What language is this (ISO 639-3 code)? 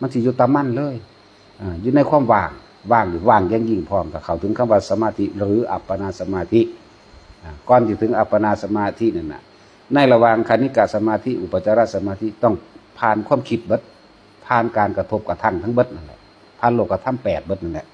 tts